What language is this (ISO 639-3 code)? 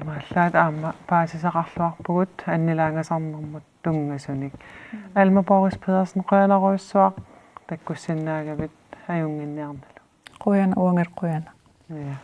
kal